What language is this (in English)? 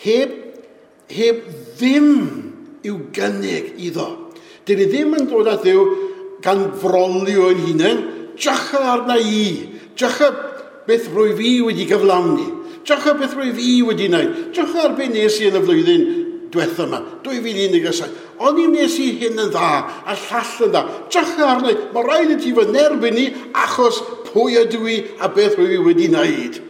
Welsh